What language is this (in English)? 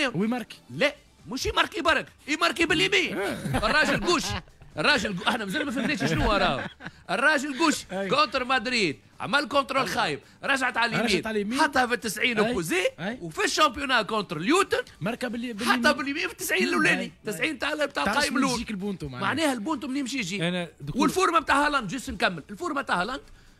Tunisian Arabic